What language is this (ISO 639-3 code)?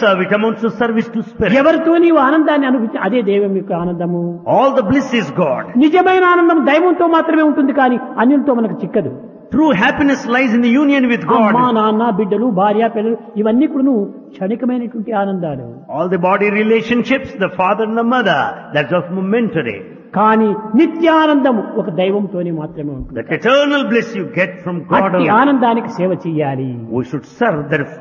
tel